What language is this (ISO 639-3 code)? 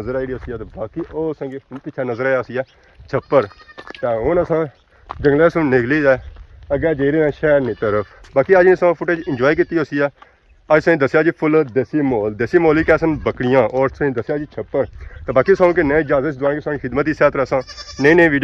phr